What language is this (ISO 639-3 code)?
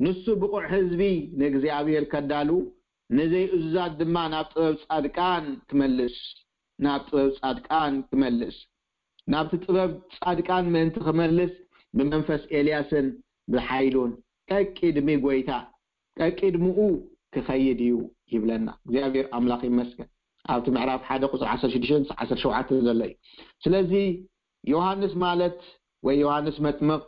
tir